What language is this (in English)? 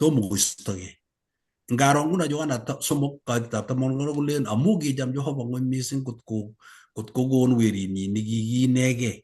Kalenjin